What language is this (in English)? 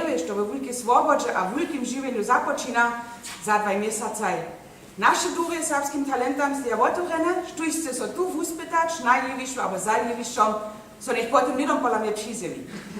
Upper Sorbian